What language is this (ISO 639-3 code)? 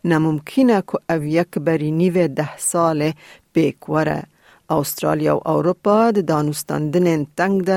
kur